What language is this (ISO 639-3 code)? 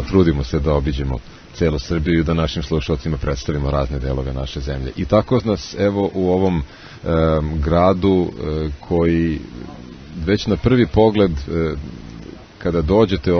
srp